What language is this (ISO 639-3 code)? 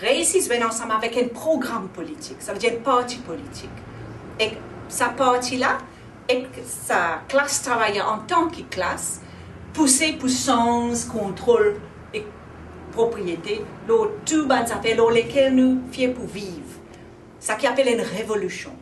mfe